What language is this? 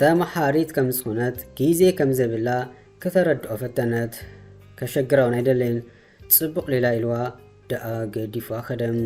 Tigrinya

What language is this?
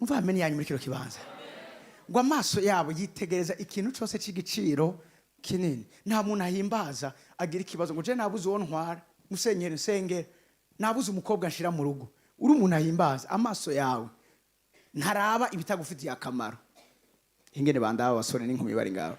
Rundi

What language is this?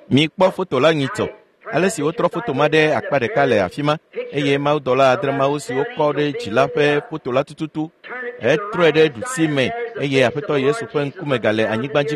Ewe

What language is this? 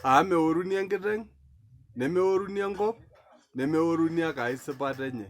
Masai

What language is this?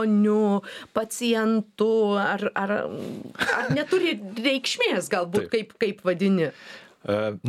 Lithuanian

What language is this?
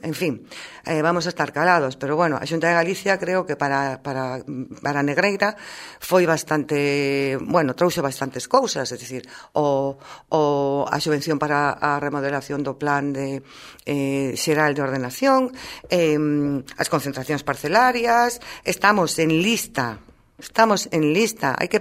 Galician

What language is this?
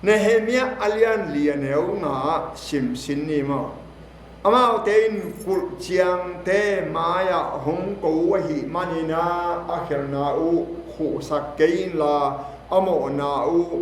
Tedim Chin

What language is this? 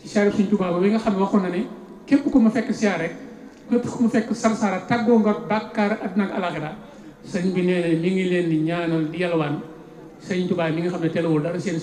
Wolof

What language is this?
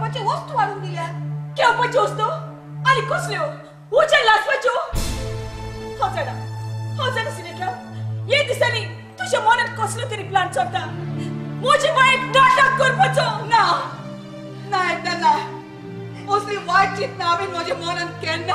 Konkani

